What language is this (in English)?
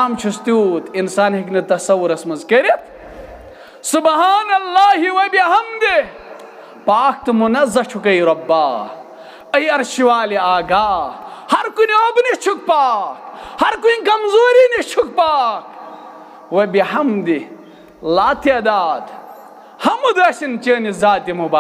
Kashmiri